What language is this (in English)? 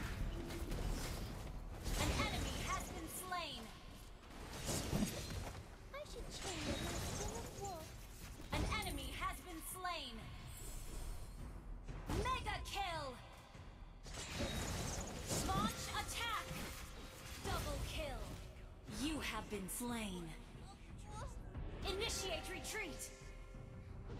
English